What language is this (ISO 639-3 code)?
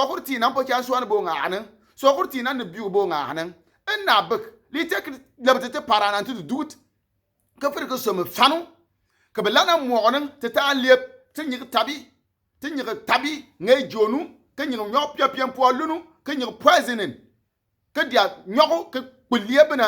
bim